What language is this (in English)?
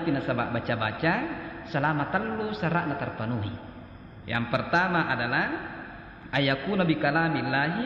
Buginese